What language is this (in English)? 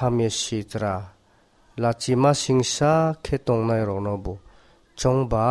Kok Borok